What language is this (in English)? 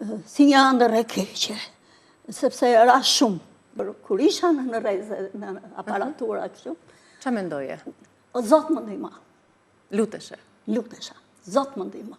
Albanian